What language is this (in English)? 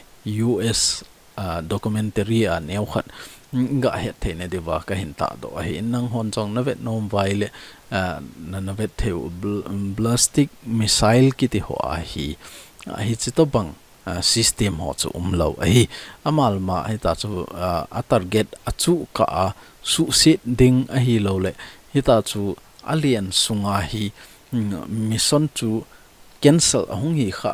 Thado Chin